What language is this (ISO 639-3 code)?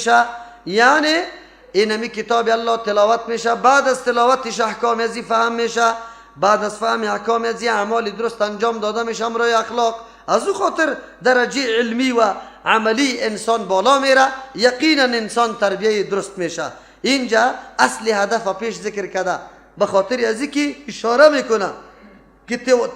fas